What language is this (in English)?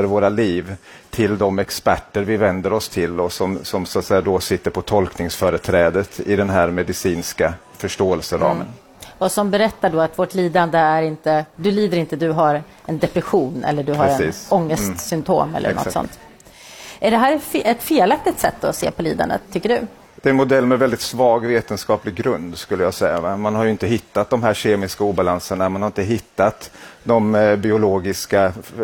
Swedish